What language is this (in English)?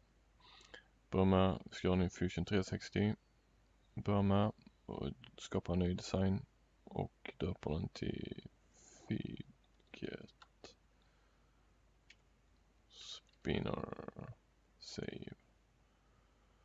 Swedish